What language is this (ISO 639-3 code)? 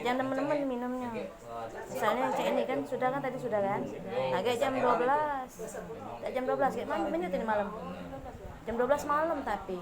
mui